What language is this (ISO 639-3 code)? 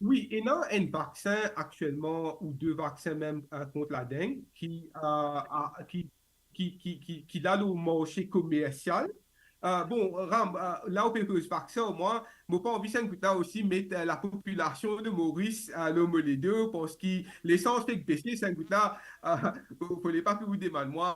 mfe